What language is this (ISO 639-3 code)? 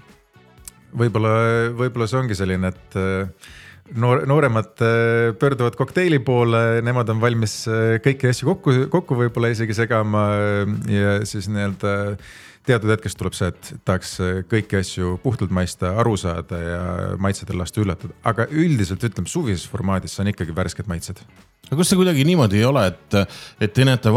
est